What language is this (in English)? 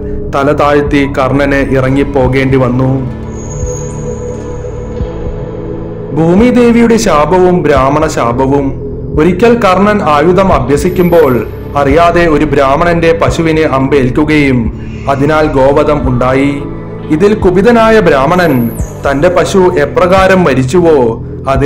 Malayalam